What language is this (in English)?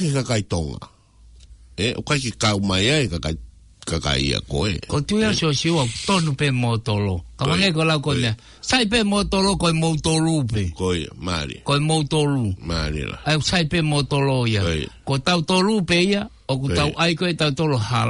Tongan